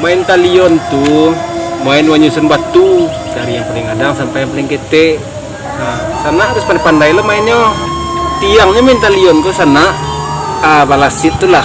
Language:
Minangkabau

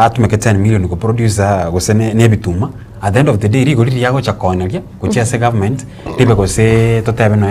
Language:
Gusii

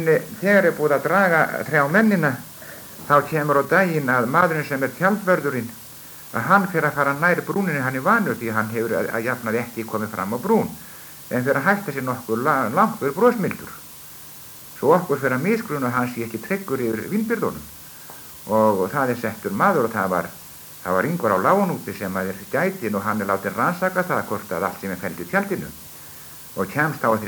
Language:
Icelandic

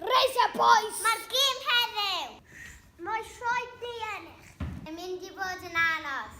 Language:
Welsh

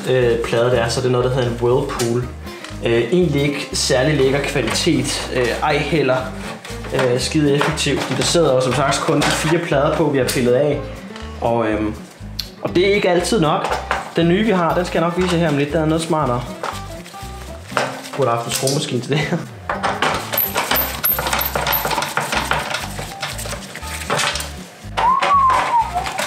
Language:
Danish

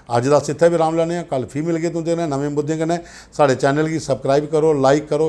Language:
Dogri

